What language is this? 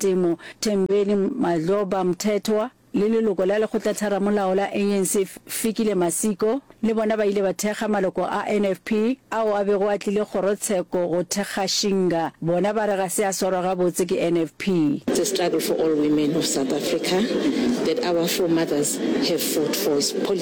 Northern Sotho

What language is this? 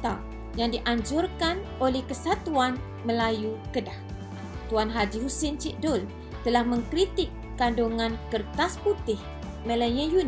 Malay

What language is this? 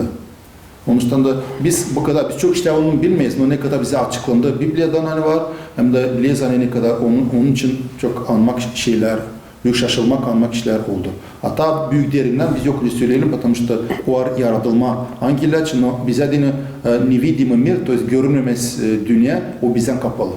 Gagauz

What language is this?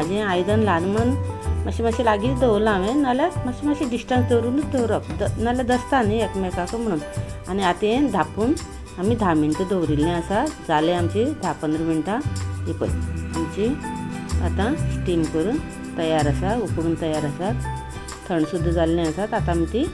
Konkani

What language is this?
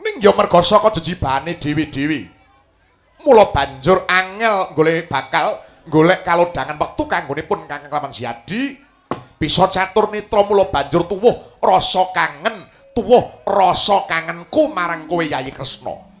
Javanese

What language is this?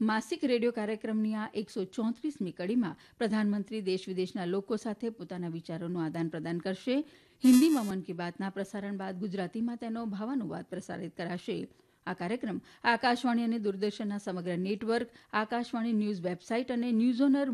Gujarati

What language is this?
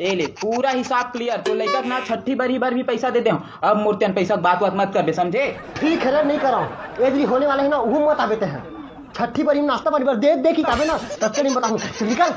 Chhattisgarhi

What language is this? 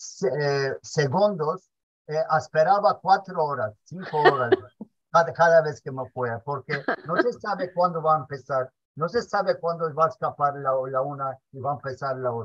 Ladino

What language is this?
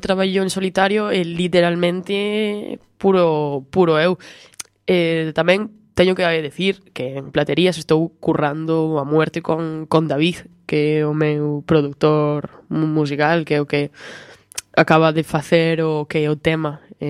Galician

